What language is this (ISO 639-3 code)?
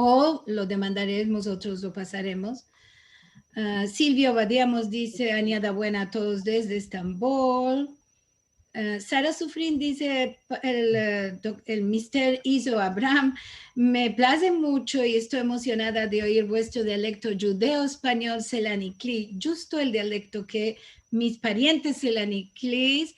lad